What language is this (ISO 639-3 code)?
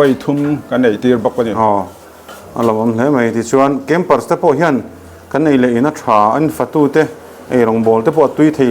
lus